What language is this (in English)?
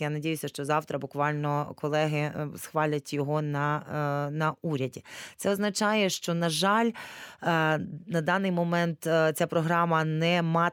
Ukrainian